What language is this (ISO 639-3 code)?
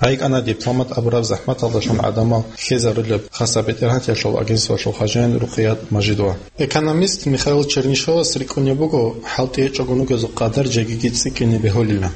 ava